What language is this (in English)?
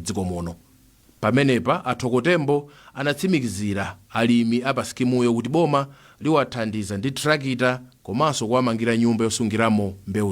Nyanja